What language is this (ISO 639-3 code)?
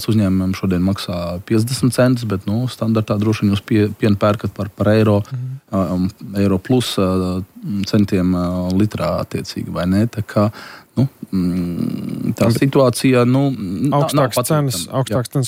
lav